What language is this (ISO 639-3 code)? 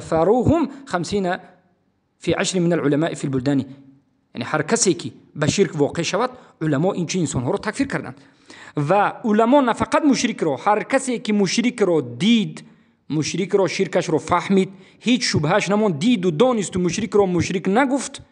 tgk